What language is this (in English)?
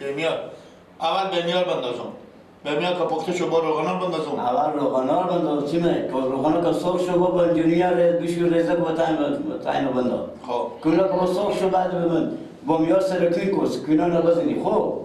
Persian